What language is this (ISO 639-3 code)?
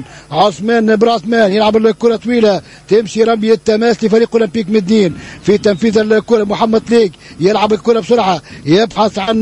aeb